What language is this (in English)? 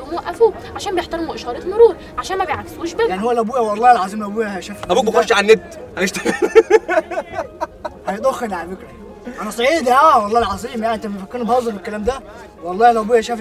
Egyptian Arabic